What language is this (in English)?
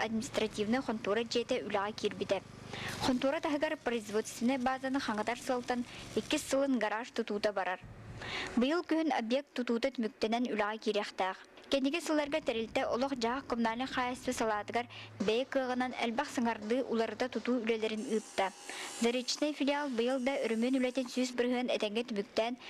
Yakut